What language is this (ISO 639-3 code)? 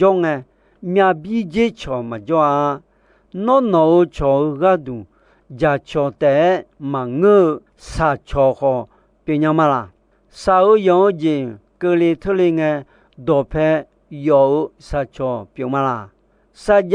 ahk